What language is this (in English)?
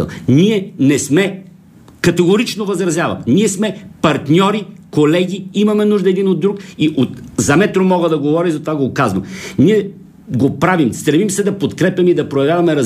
Bulgarian